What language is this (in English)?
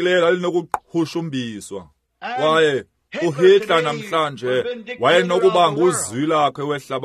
Xhosa